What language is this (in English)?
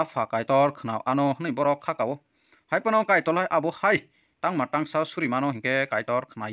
Kok Borok